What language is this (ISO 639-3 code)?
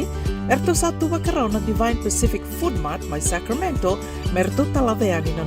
fij